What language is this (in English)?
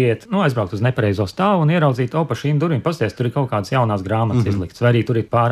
Latvian